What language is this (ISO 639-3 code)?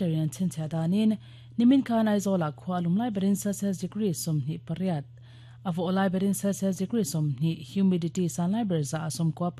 lus